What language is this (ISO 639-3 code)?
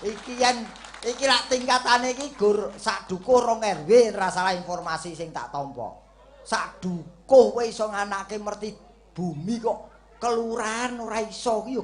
jav